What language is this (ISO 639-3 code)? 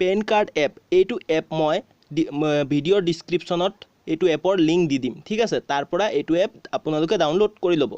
asm